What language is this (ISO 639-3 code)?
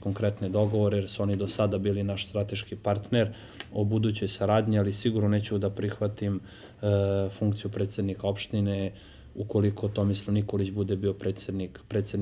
srp